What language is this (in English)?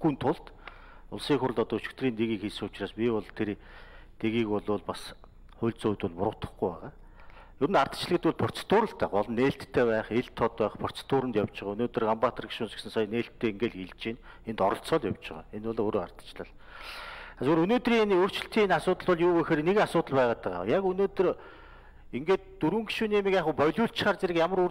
Mongolian